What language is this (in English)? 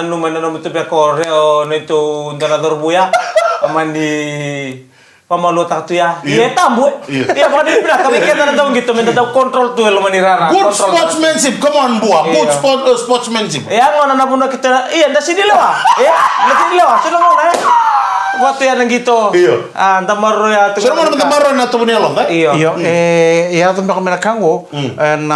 Fijian